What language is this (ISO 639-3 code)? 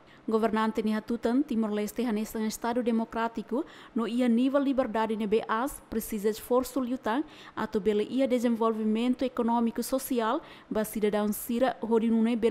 tet